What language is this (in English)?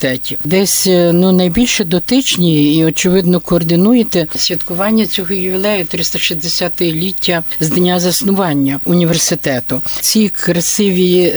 Ukrainian